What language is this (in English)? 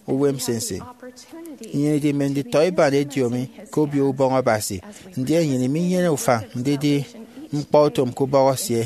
Efik